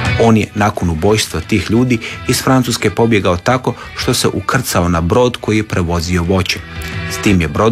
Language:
Croatian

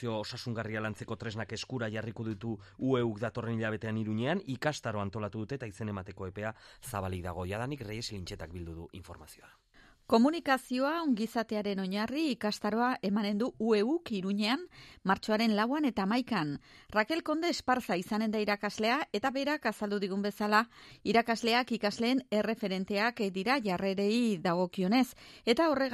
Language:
Basque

